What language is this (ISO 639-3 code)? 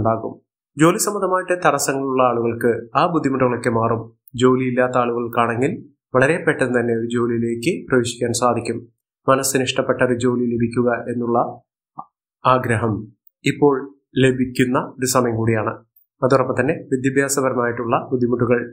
mal